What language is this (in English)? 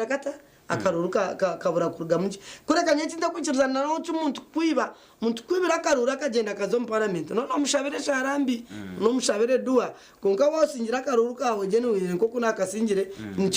Nyankole